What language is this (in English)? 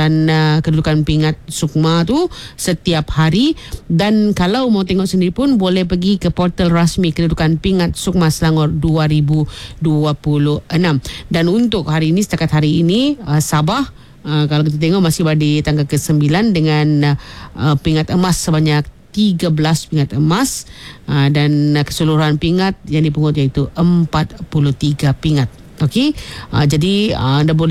Malay